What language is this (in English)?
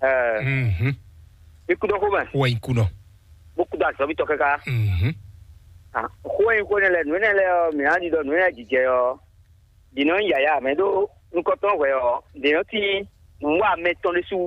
Fon